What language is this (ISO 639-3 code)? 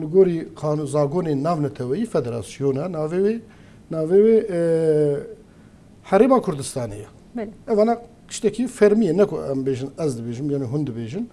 kur